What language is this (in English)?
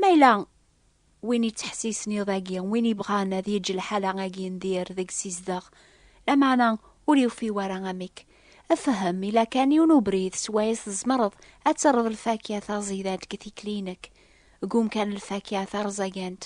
Kabyle